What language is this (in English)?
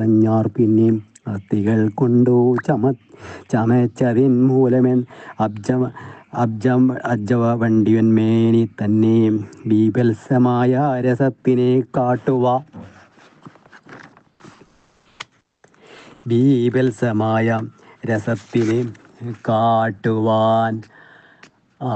Malayalam